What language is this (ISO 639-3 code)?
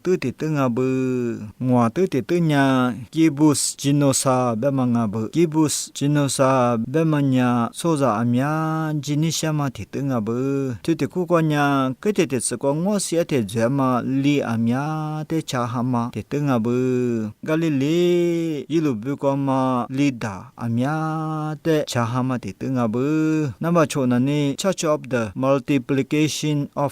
lis